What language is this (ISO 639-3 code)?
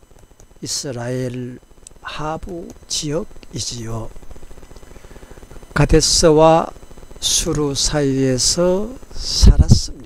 kor